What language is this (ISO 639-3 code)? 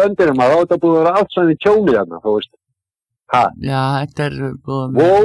isl